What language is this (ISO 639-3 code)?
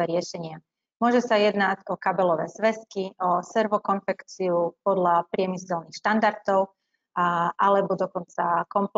slk